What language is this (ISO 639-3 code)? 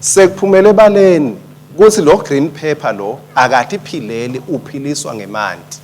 ssw